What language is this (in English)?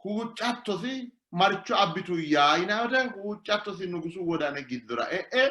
Sidamo